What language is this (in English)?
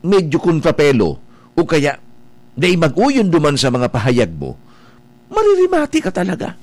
Bikol